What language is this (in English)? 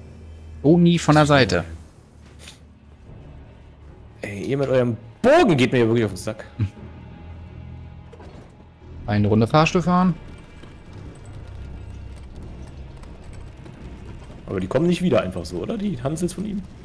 German